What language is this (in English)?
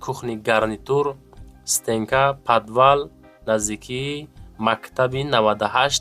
Tajik